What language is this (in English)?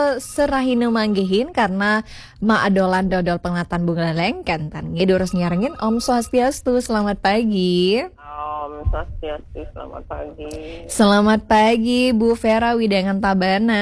Balinese